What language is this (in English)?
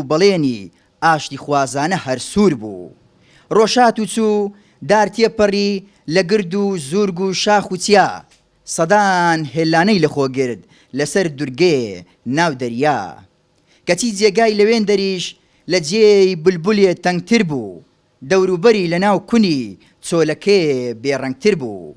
Central Kurdish